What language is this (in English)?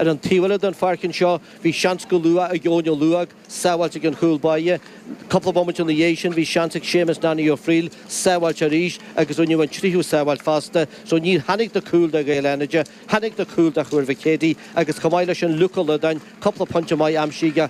Irish